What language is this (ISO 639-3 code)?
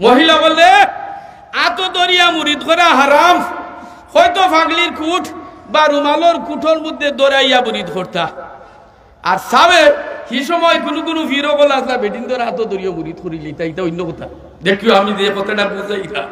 syl